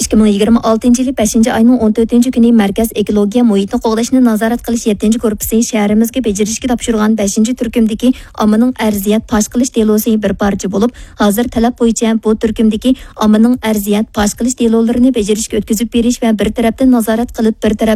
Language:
Uyghur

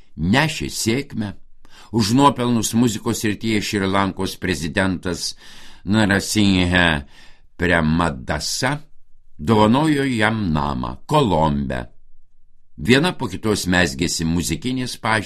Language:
Lithuanian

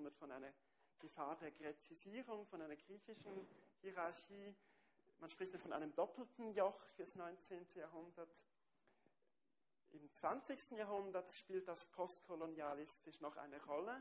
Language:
German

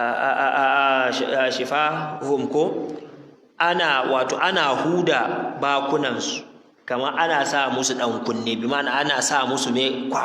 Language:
Hausa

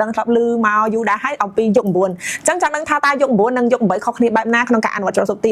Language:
Khmer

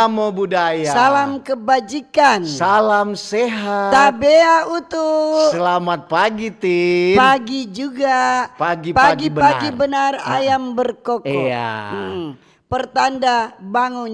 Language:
Manado Malay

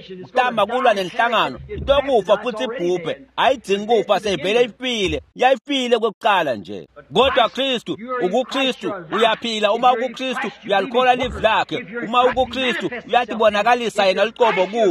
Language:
Swati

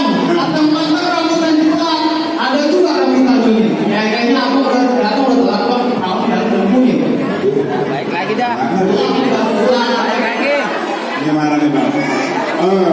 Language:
Betawi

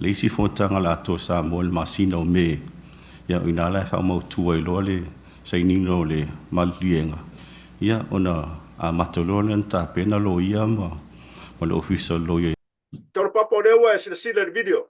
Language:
Samoan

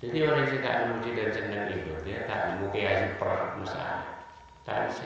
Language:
Madurese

